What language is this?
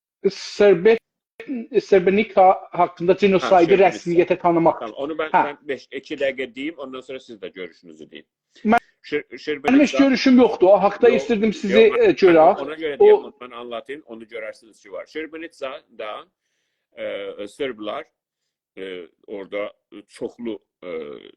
South Azerbaijani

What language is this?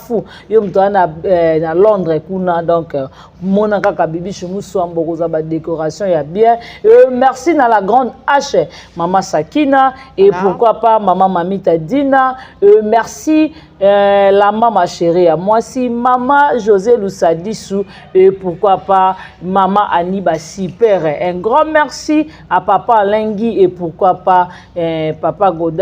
Lingala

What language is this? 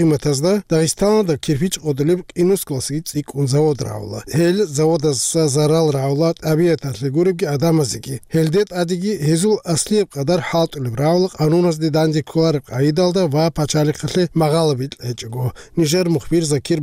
Avaric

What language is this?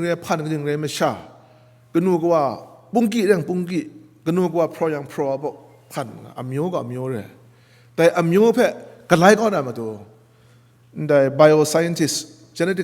Kachin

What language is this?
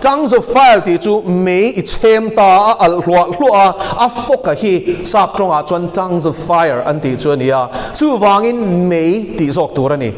Mizo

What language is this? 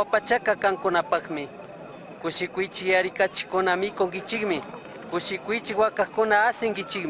Chimborazo Highland Quichua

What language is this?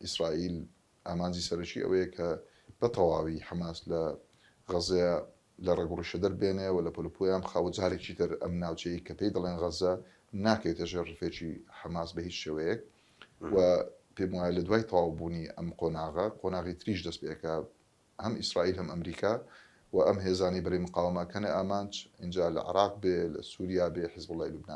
Central Kurdish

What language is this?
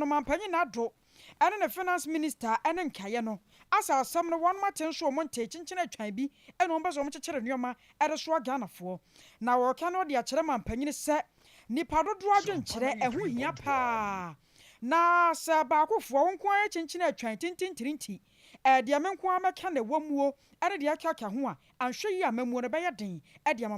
Akan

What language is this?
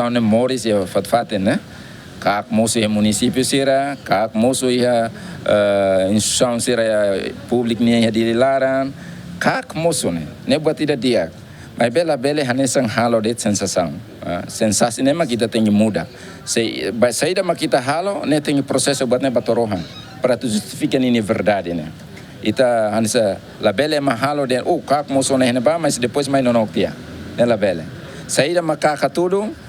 Tetum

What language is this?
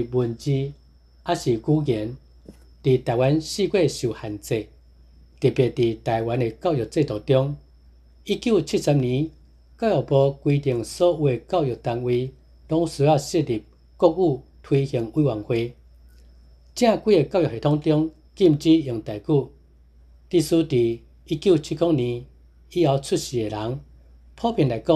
Min Nan Chinese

